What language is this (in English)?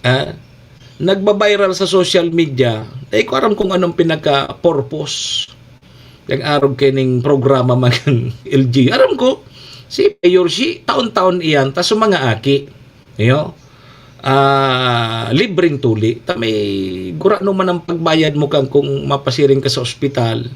Bikol